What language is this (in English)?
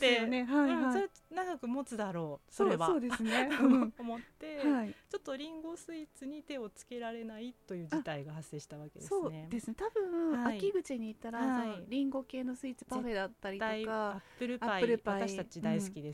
Japanese